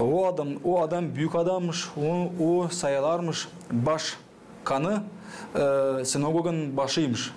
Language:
Gagauz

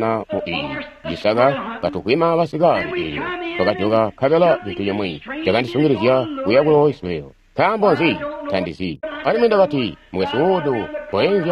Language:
Tonga (Zambia)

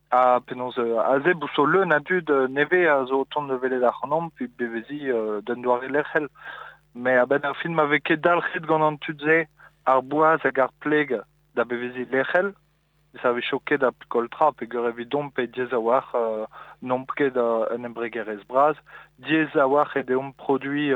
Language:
Breton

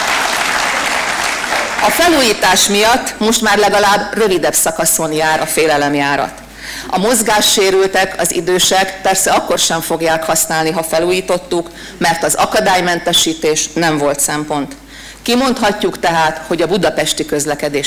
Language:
Hungarian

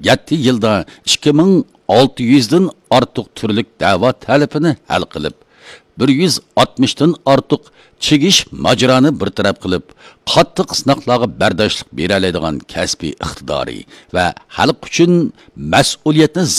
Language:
Uyghur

